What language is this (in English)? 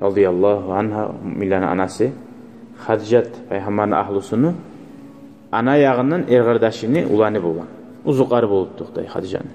Kumyk